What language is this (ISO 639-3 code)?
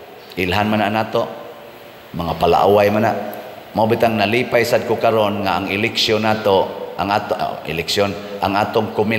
ceb